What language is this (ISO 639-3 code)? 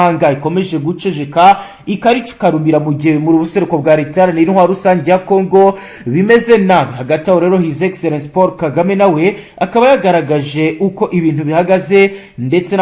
kin